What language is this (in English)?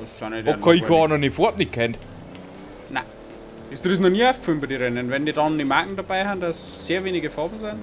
Bavarian